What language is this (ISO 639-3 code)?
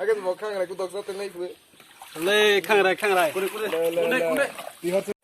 trp